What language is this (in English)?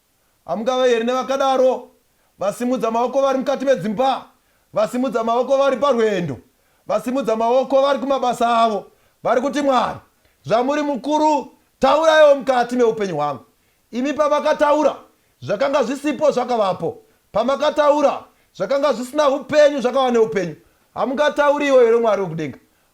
Shona